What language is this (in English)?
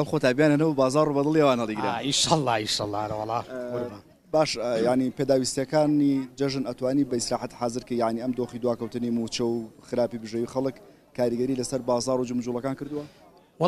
Central Kurdish